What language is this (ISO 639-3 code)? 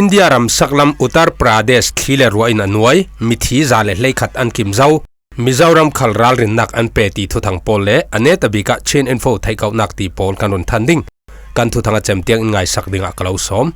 cfm